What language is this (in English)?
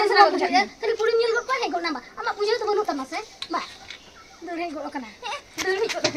Santali